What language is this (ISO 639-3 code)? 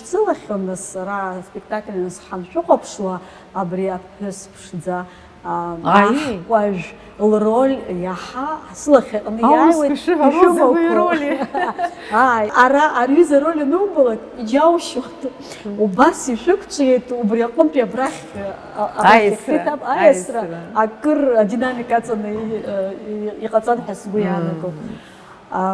abk